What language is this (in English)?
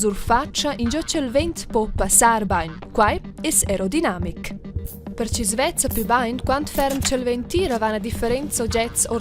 Romansh